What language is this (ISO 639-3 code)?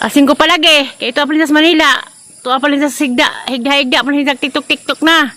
ceb